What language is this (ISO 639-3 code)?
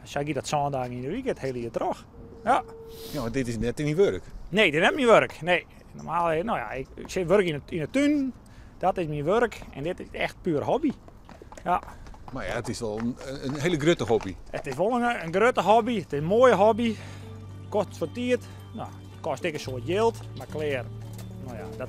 fry